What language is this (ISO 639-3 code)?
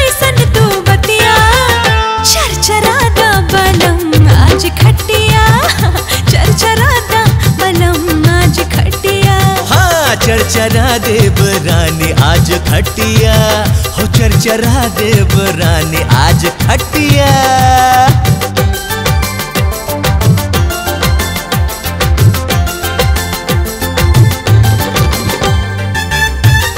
bho